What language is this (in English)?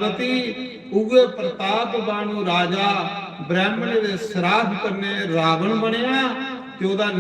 Dogri